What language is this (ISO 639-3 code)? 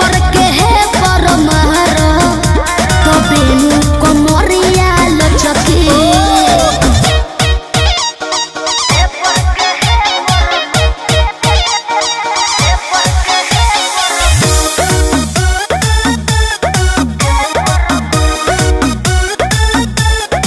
bho